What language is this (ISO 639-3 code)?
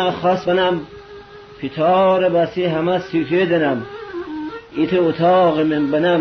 glk